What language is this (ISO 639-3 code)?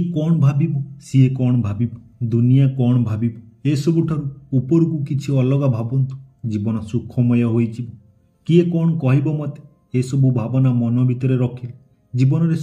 ori